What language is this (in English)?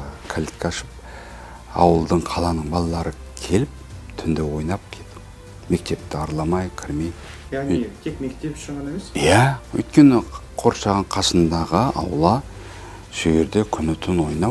Kazakh